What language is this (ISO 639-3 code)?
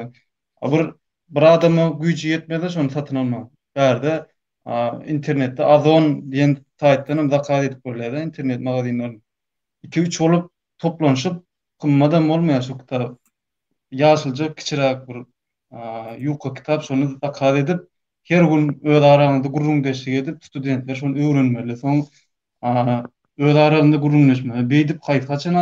tuk